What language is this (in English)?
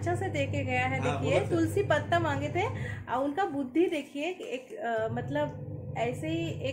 Hindi